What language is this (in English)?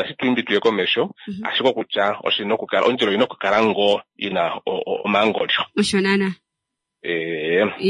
Kuanyama